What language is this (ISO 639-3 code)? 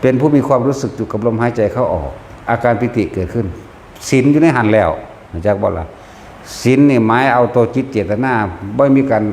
tts